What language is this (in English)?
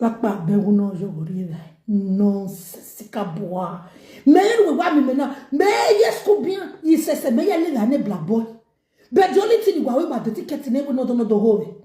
Nigerian Pidgin